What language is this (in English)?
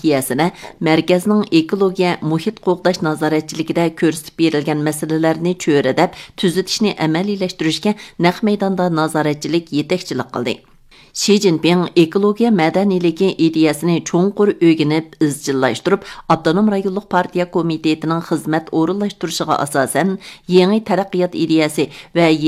Uyghur